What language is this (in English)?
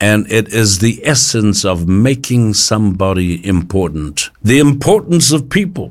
Samoan